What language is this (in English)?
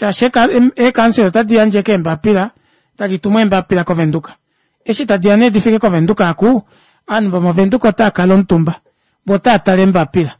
Kuanyama